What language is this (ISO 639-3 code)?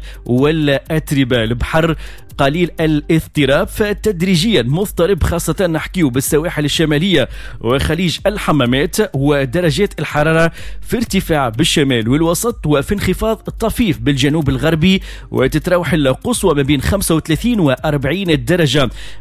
aeb